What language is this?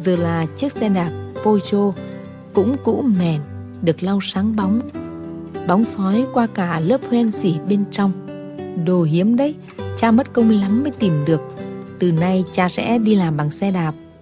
Vietnamese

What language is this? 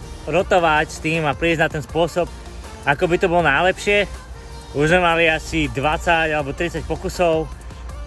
Slovak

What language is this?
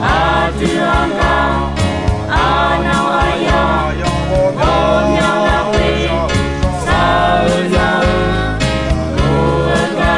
Akha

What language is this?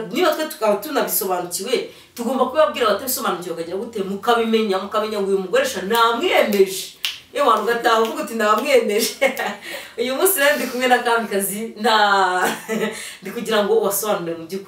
Kinyarwanda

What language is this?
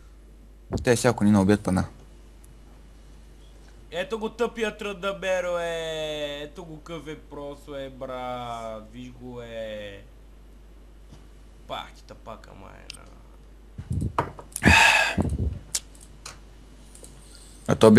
Bulgarian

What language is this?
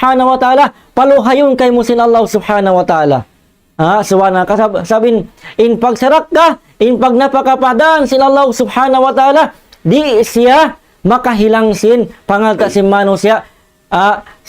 Tausug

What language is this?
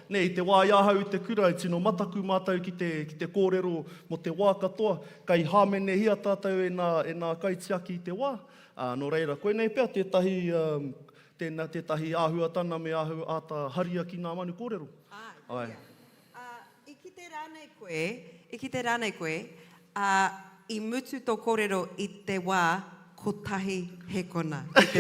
Māori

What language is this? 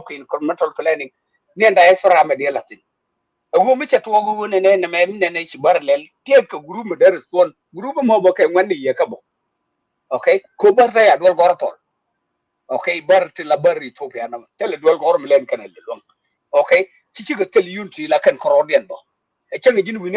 Nuer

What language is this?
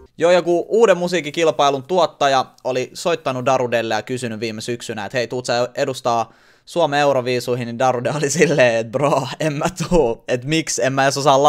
Finnish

